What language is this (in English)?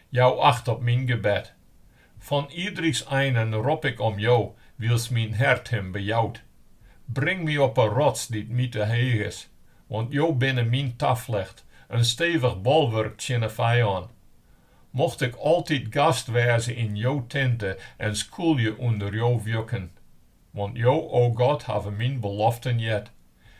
Western Frisian